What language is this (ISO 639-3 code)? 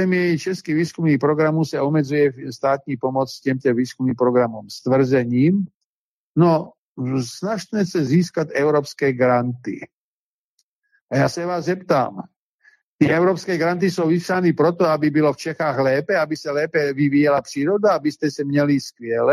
ces